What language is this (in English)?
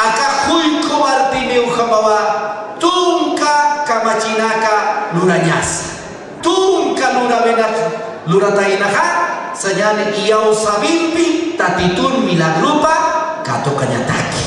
Aymara